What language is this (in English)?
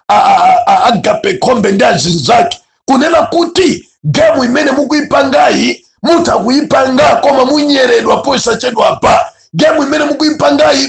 Nyanja